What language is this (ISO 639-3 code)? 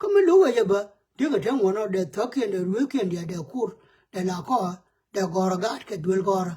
nus